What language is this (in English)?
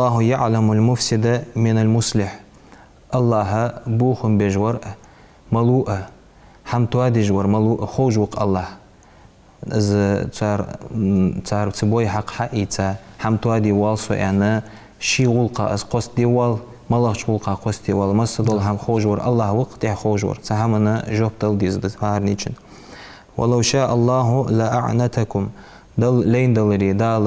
Ingush